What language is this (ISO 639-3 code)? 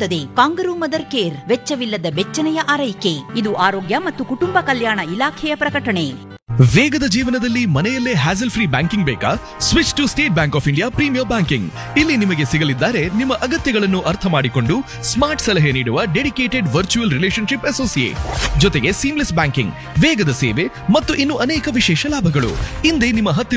kan